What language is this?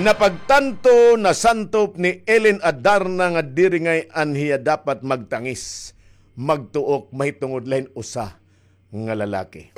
Waray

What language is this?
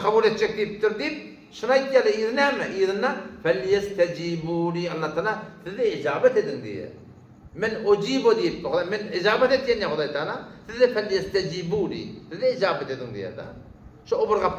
Turkmen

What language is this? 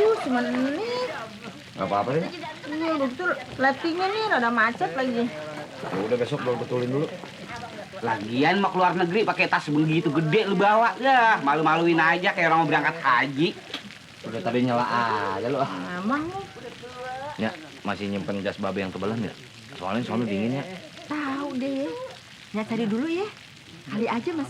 Betawi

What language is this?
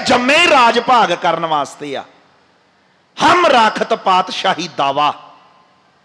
Punjabi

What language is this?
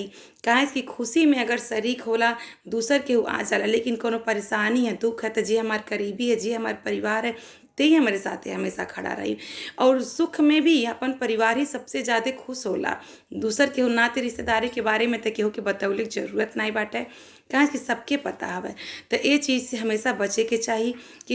Bhojpuri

